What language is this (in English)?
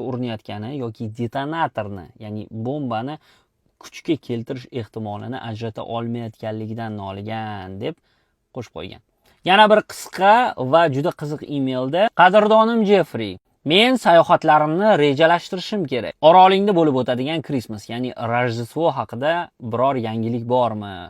Uzbek